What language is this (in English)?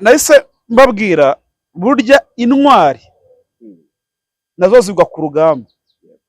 Kinyarwanda